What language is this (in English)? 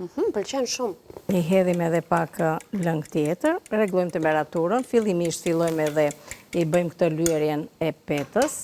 Albanian